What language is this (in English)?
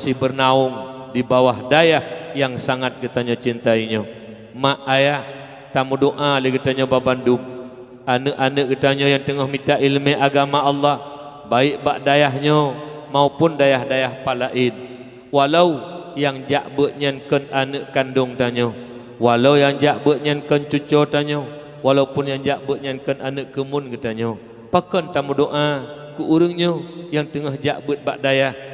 Achinese